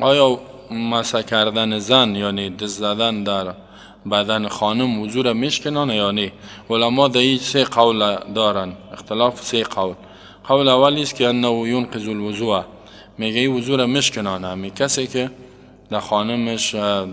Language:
Persian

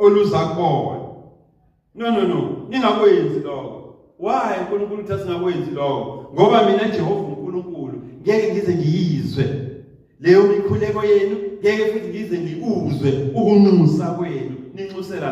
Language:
Zulu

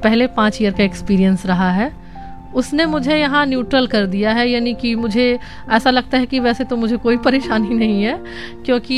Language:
Hindi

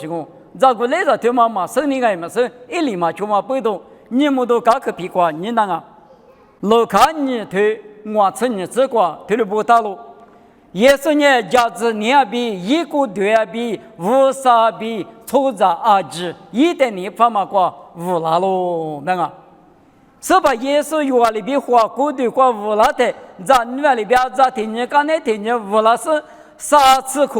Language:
Lisu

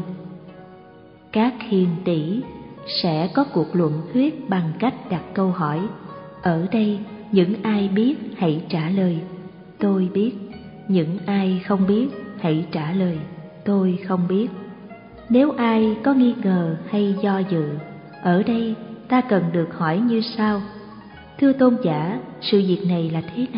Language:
Vietnamese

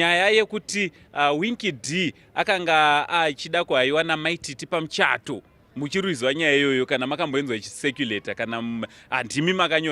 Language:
Shona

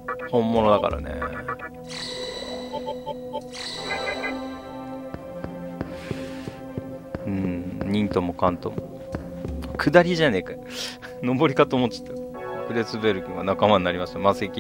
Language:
Japanese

